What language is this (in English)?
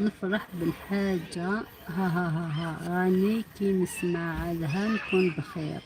Algerian Arabic